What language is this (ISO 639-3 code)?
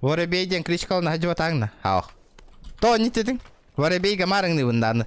sah